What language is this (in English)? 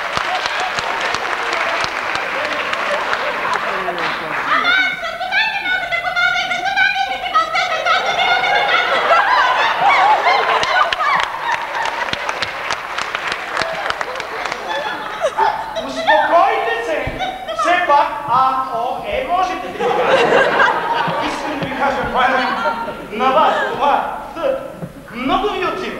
Bulgarian